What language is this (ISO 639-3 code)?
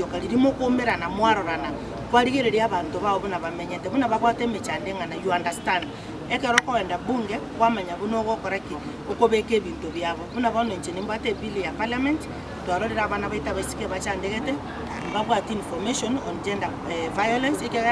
guz